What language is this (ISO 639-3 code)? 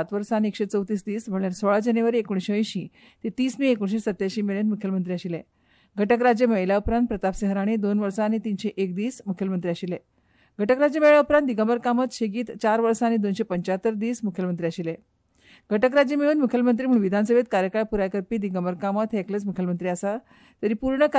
kok